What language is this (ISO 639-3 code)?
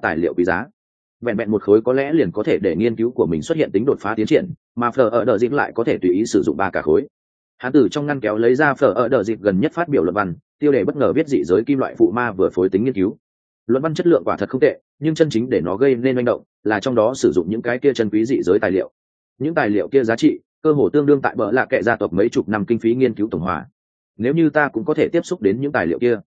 vie